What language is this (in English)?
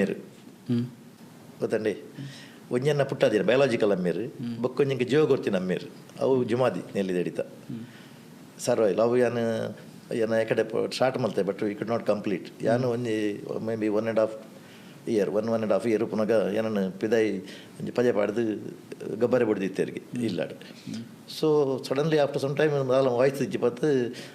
Tulu